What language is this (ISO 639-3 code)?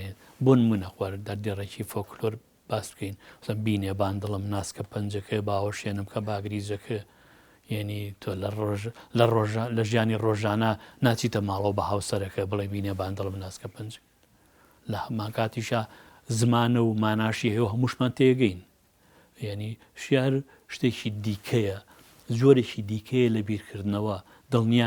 ckb